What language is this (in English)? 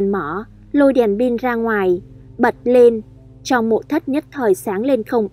Vietnamese